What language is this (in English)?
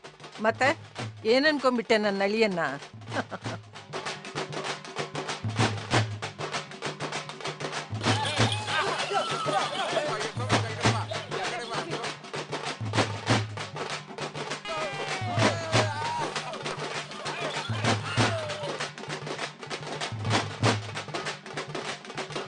Kannada